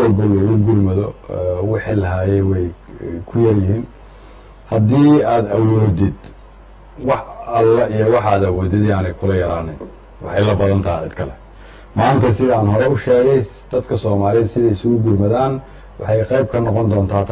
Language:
Somali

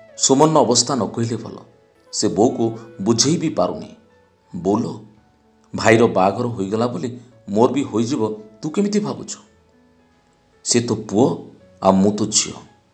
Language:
Odia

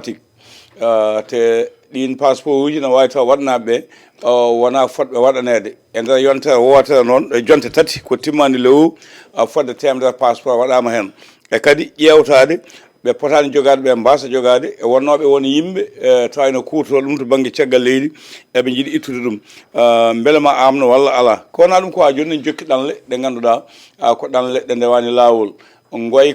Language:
Fula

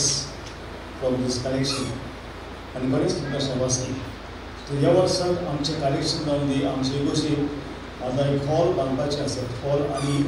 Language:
Konkani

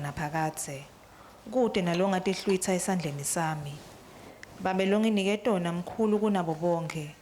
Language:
Swati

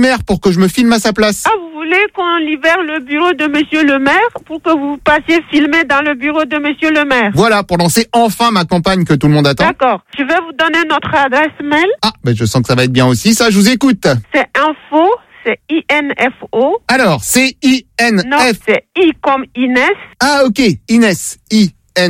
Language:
French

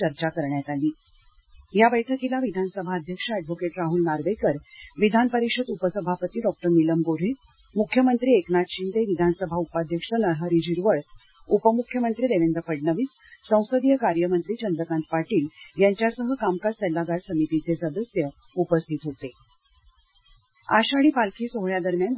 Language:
Marathi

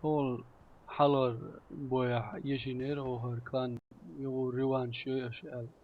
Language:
Chechen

